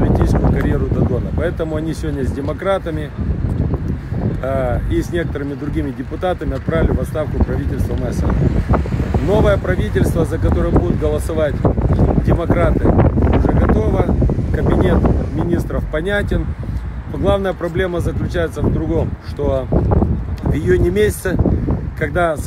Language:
Russian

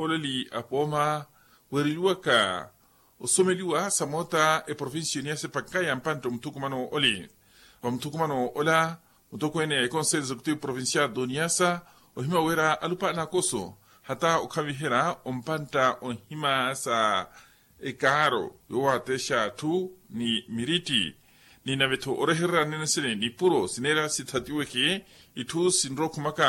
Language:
Makhuwa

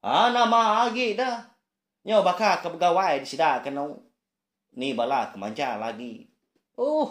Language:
Iban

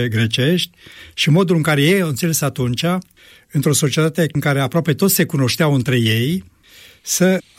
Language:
Romanian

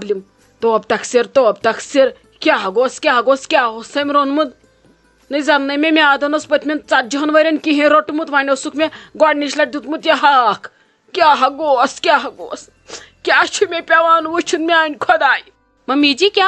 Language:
Kashmiri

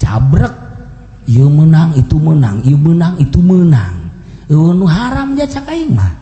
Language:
Sundanese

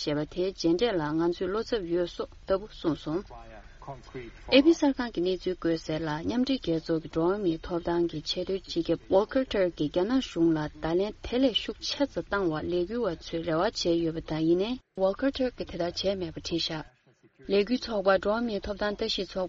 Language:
Tibetan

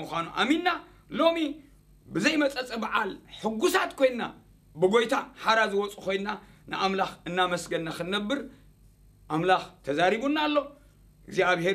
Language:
Tigrinya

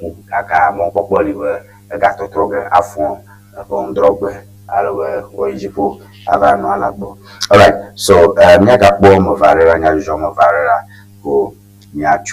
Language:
Ewe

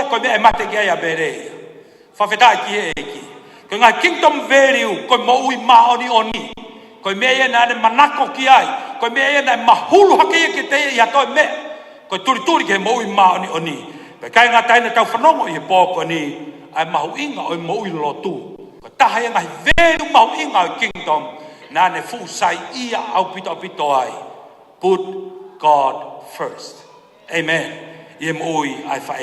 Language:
Tongan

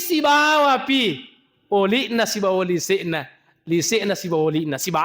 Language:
Buginese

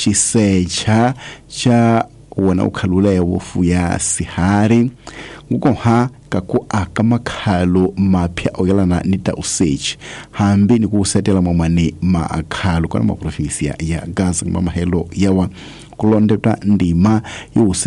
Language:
Tsonga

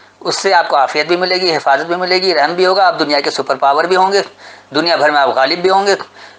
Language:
Urdu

